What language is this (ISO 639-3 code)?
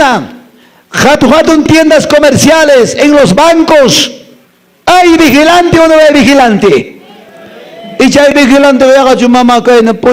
que